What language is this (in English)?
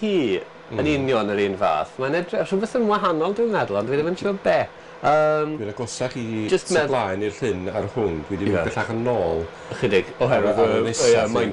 Welsh